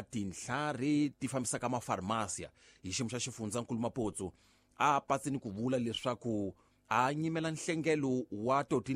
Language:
Tsonga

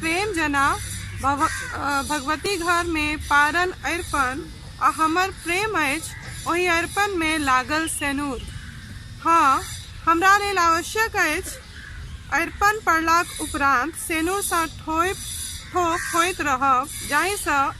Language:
Maithili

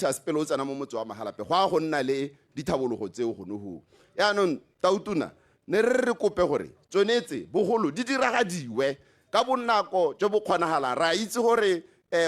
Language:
Tswana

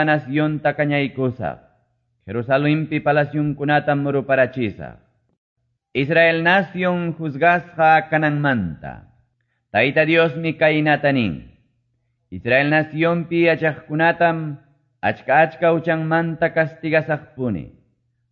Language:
Quechua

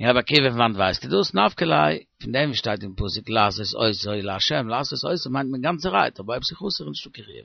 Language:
Yiddish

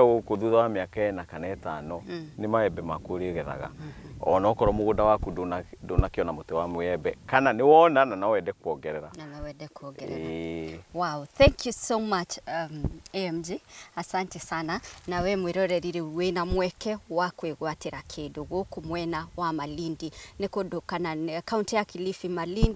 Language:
Kikuyu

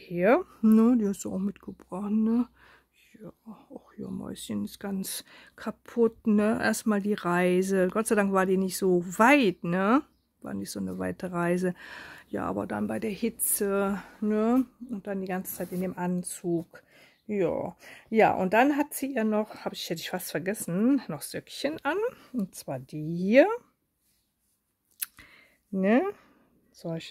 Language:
German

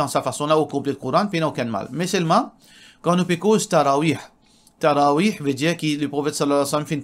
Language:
Morisyen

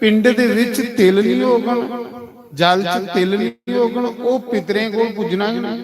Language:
Dogri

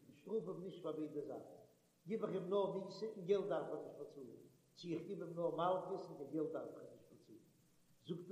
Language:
Yiddish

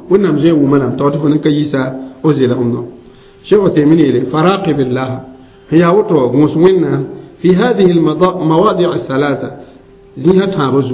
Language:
Mossi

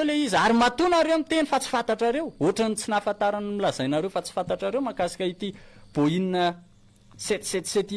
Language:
Malagasy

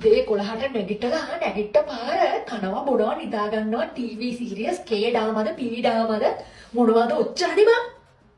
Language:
Sinhala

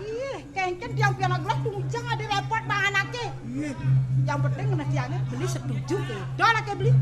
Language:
Balinese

